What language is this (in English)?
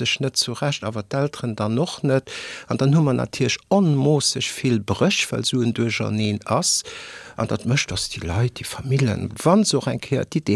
Luxembourgish